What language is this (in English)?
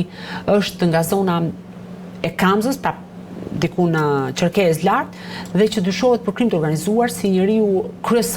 Albanian